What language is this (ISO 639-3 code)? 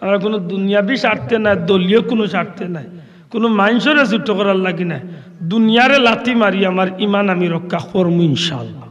syl